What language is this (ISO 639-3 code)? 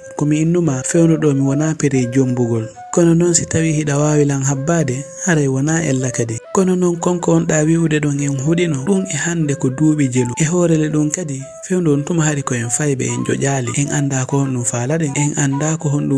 ful